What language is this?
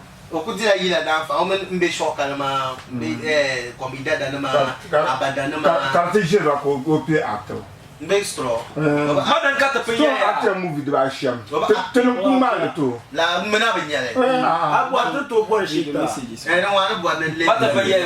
Dagbani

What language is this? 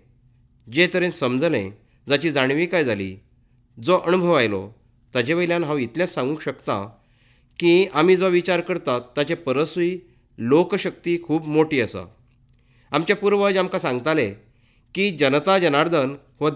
Konkani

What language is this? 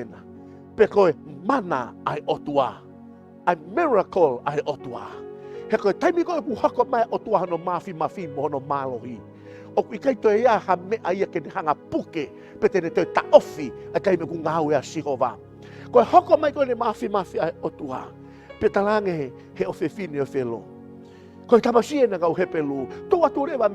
Tongan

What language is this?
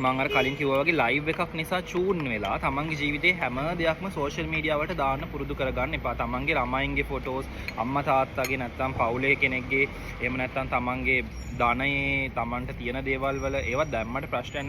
Sinhala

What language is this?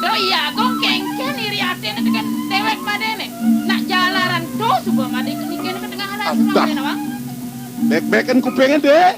Balinese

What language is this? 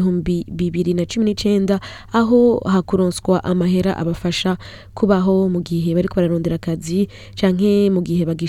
Rundi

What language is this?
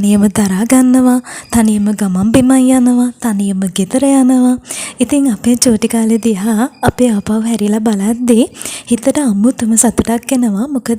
Sinhala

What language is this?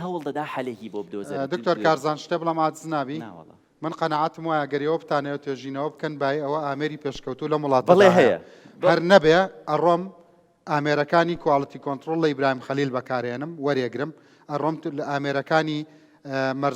Central Kurdish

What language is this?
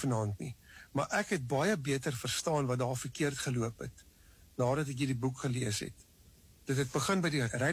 Afrikaans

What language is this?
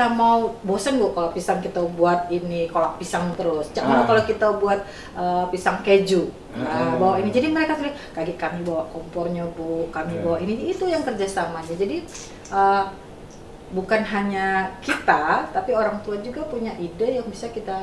Indonesian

